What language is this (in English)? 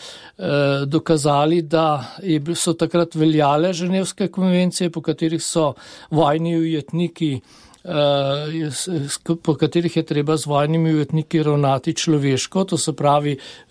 Slovenian